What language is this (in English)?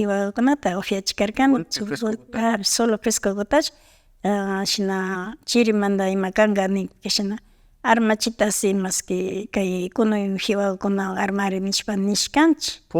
Imbabura Highland Quichua